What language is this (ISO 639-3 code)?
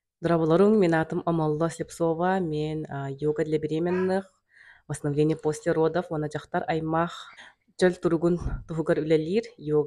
sah